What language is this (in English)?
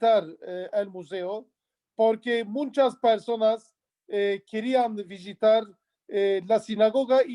Ladino